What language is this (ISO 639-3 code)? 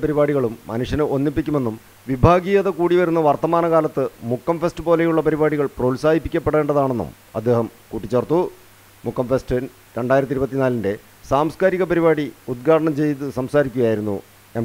mal